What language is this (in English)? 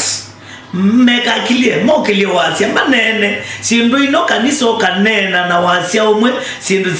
Kamba